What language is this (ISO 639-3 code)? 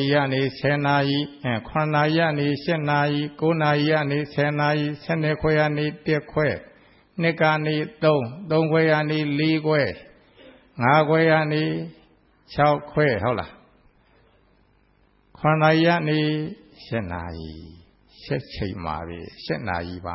mya